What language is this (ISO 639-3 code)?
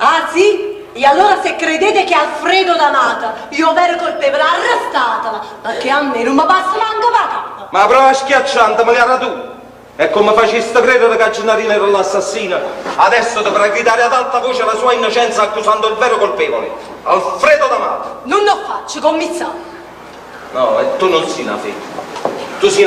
nap